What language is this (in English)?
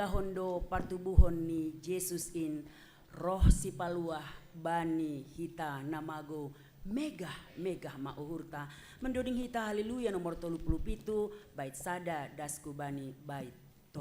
Batak Simalungun